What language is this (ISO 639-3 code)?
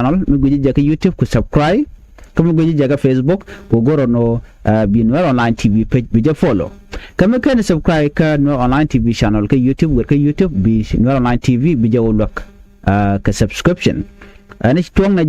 nus